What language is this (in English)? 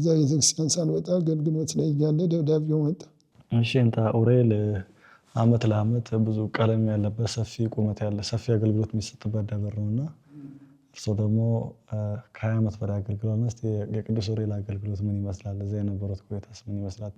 Amharic